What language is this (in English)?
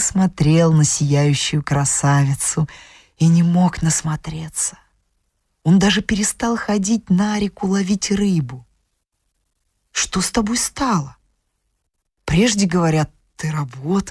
Russian